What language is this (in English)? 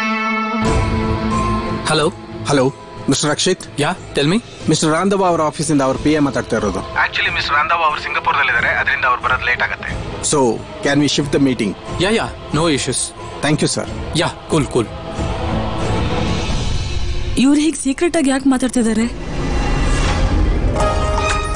Kannada